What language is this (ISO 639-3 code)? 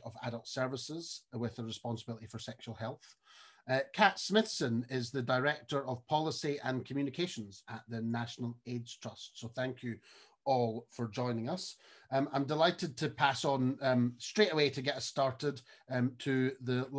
eng